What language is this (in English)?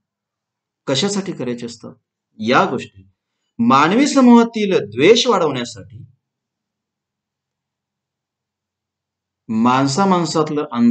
Marathi